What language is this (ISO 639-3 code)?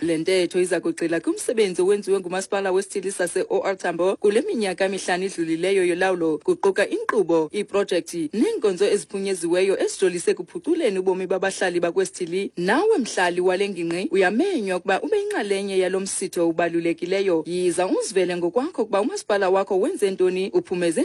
xho